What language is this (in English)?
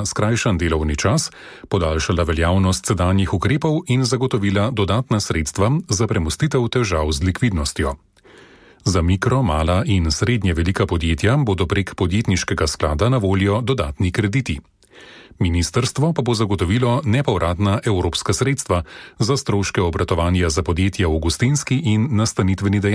Slovenian